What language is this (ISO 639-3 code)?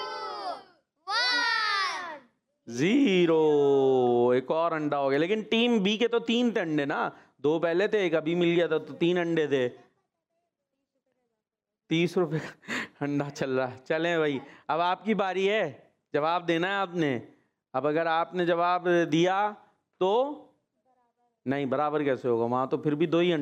hin